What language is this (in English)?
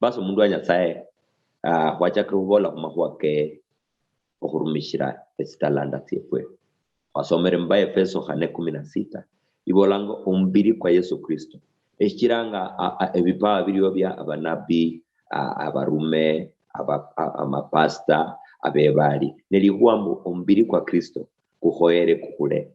Luyia